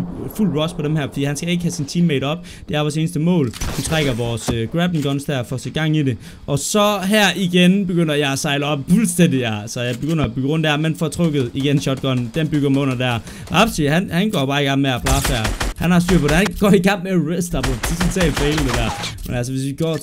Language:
Danish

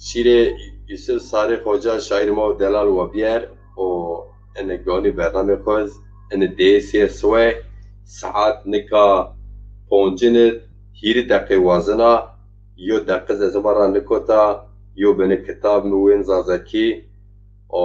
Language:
Zaza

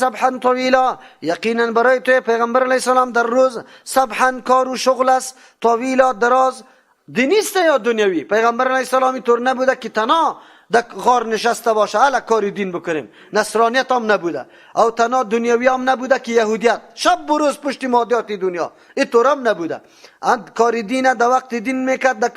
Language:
Persian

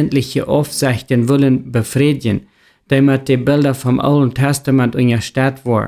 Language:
Plautdietsch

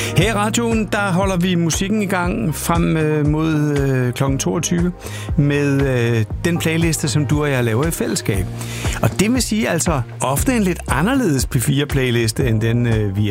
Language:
Danish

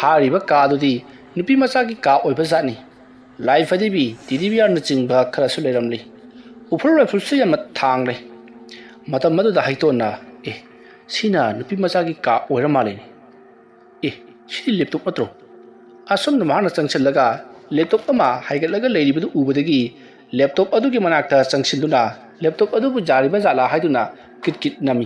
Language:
Manipuri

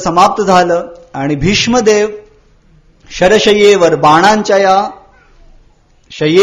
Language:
Marathi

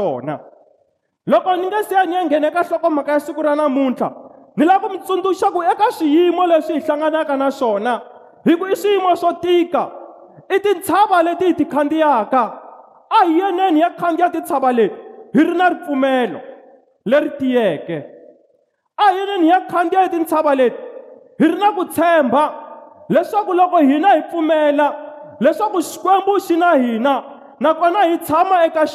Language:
Tsonga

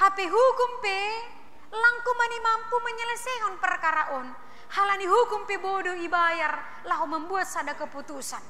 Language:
Batak Simalungun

